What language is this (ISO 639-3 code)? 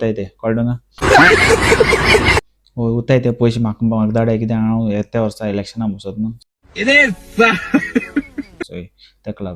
kok